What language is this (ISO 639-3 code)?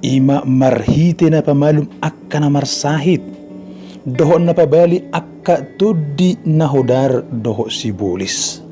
bbc